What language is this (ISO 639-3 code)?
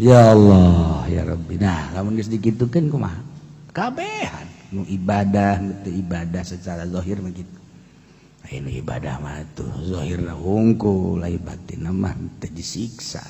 sun